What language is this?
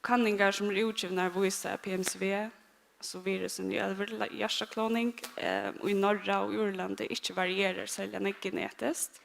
Faroese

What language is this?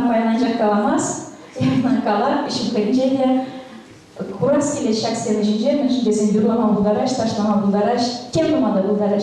Chuvash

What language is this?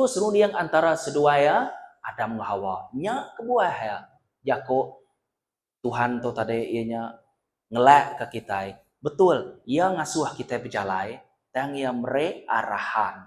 Iban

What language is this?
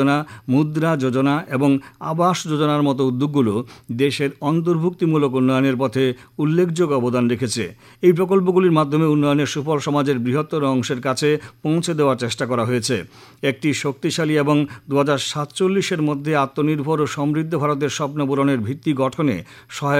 Bangla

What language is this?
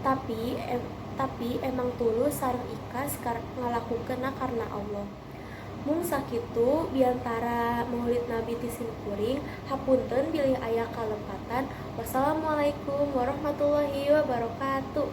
Sundanese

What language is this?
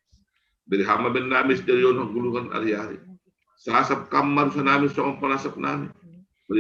Batak Simalungun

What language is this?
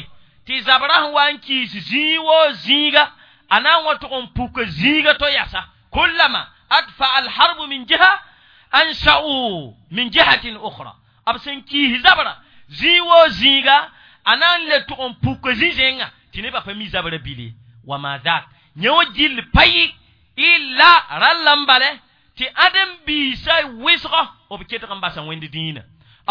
Mossi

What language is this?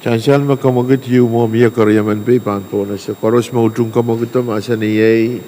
Pohnpeian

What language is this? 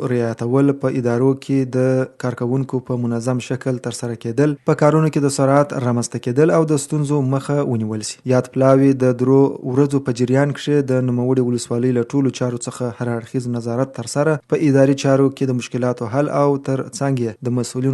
Pashto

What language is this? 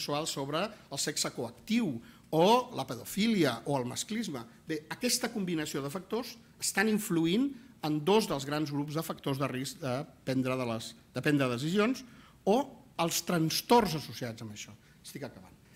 Catalan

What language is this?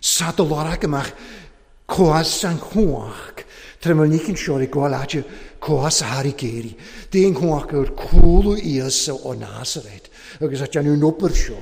Welsh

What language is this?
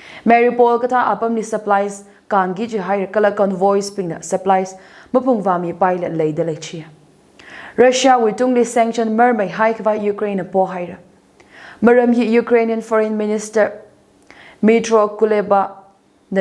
Tangkhul Naga (India)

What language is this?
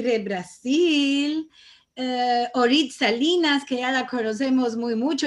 Ladino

